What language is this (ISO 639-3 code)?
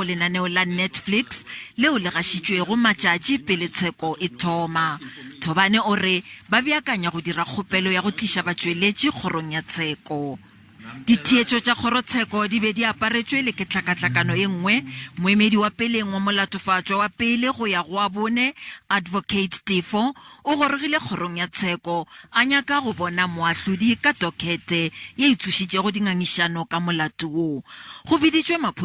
nso